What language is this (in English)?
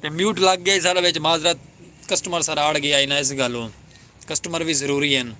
Saraiki